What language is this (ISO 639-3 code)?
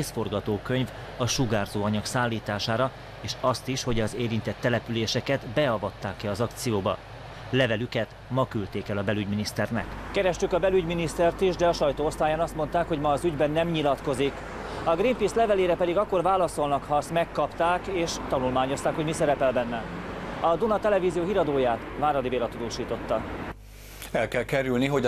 hun